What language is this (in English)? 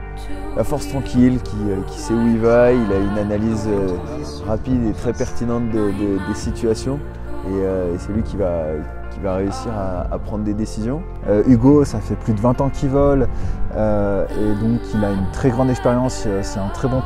French